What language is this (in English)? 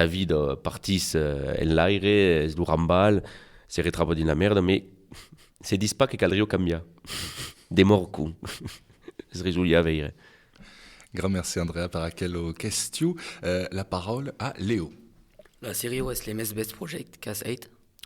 Occitan